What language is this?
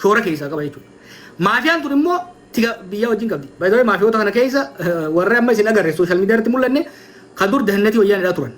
Oromo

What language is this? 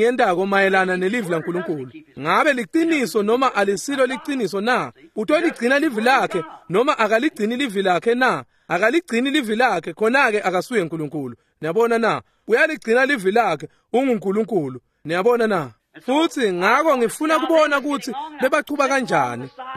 Swati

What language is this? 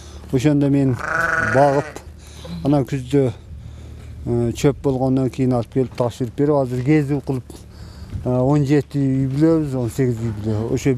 Kyrgyz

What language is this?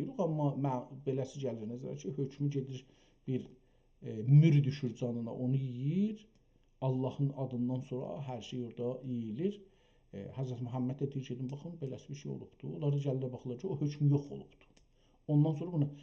South Azerbaijani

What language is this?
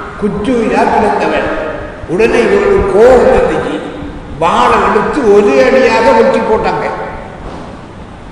Tamil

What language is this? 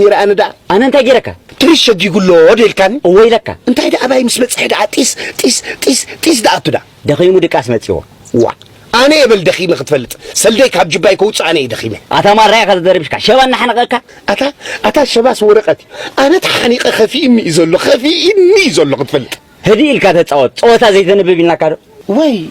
Tigrinya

